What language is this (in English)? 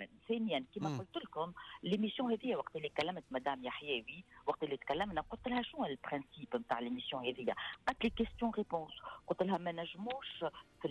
Tunisian Arabic